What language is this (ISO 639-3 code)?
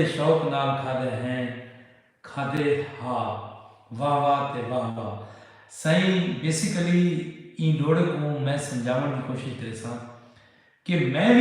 skr